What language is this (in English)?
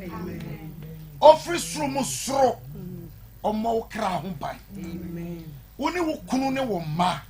Akan